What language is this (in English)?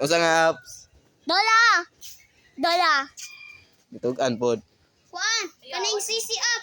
Cebuano